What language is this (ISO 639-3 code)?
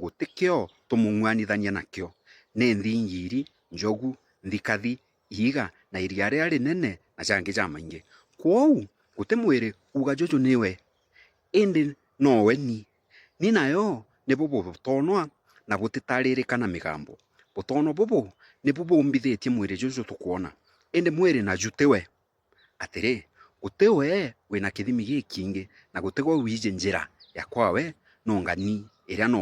mer